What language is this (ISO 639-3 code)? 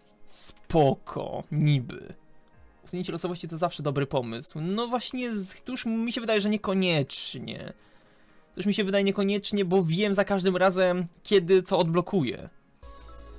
pol